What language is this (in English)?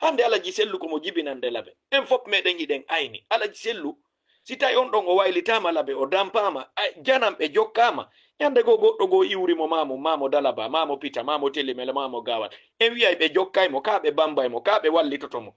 Fula